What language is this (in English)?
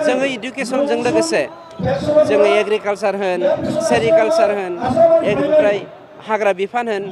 Bodo